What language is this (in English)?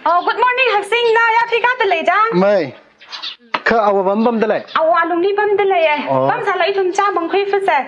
Tangkhul Naga (India)